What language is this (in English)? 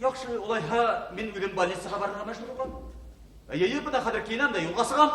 Bashkir